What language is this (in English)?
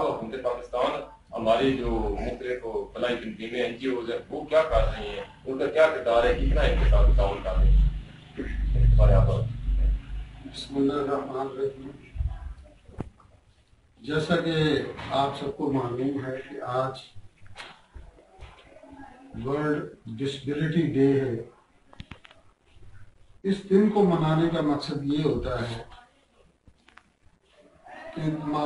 Urdu